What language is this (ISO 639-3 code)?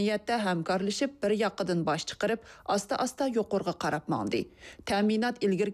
uig